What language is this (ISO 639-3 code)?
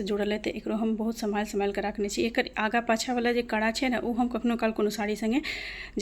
mai